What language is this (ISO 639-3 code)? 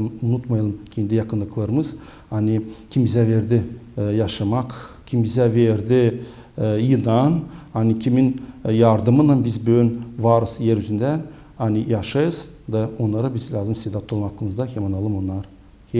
gag